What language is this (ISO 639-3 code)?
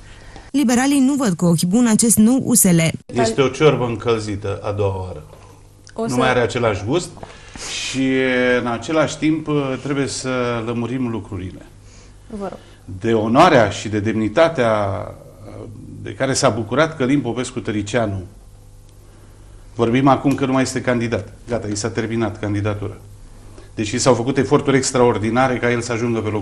ron